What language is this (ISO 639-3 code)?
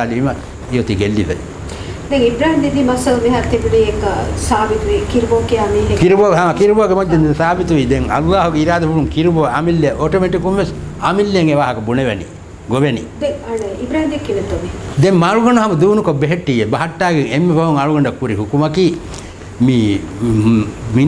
div